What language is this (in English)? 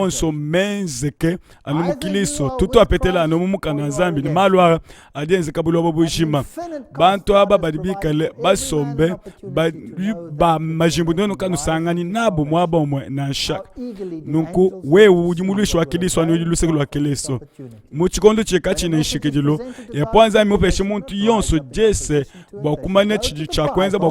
Luba-Lulua